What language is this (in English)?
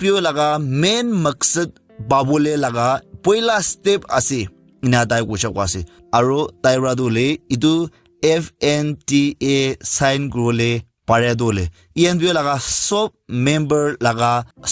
Naga Pidgin